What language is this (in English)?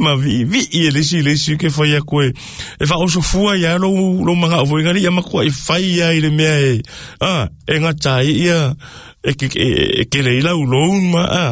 Samoan